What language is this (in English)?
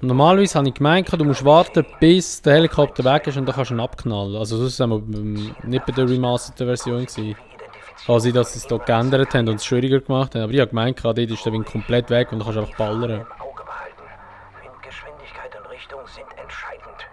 Swiss German